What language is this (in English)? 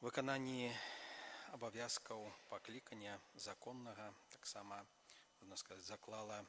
Belarusian